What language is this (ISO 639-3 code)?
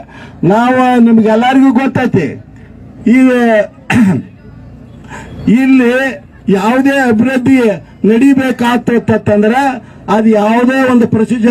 kan